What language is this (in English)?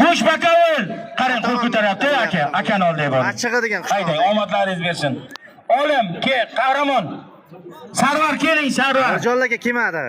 Uzbek